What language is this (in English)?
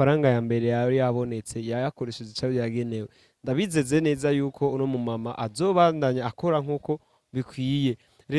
Rundi